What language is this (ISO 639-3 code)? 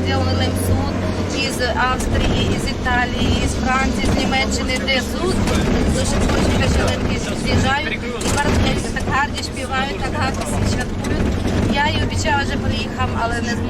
rue